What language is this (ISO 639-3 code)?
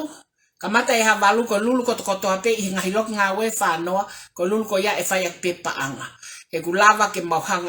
ton